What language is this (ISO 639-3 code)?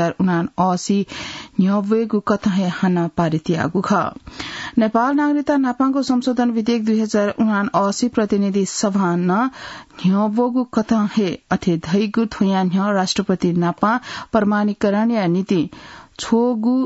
new